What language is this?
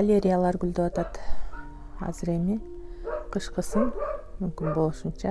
Kyrgyz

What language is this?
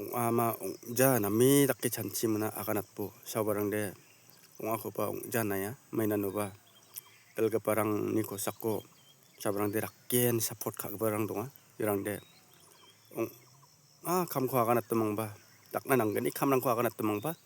Garo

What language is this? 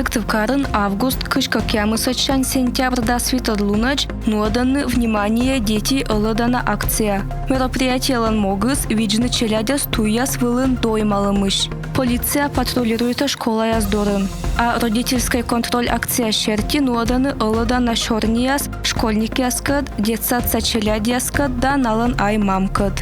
Komi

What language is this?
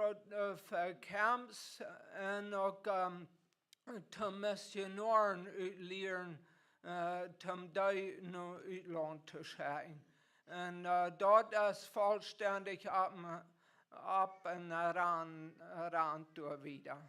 Plautdietsch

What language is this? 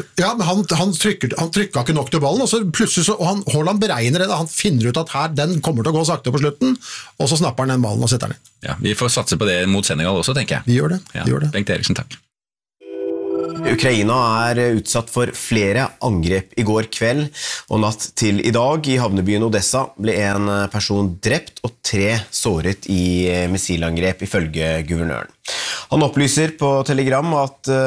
Norwegian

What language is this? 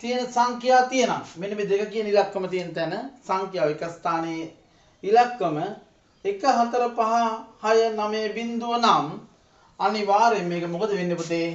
Sinhala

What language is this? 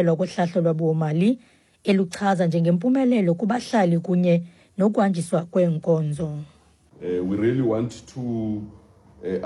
Xhosa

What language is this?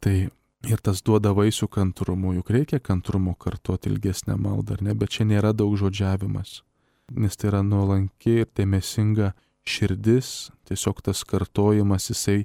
Lithuanian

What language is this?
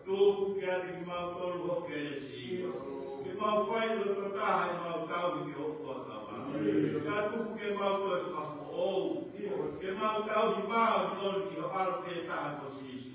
Tongan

